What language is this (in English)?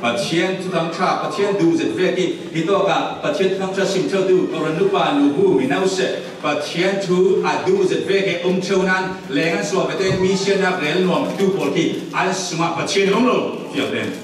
Falam Chin